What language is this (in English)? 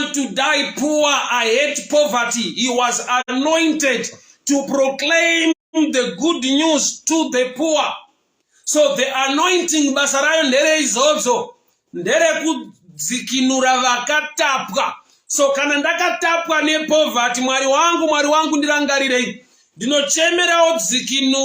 Shona